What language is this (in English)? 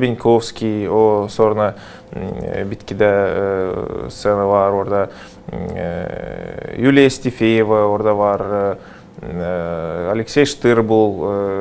Gagauz